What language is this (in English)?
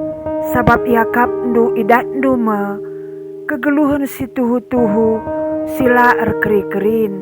Batak Karo